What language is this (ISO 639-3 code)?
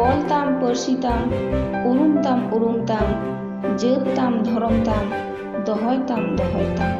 sat